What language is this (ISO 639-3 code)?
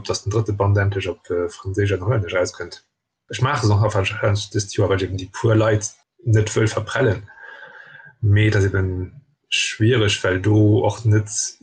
ltz